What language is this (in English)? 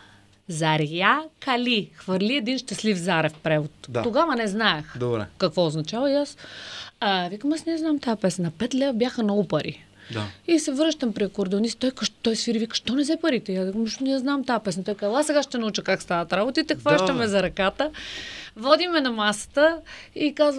Bulgarian